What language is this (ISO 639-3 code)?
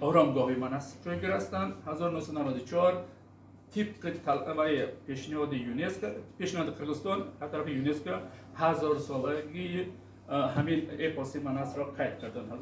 tgk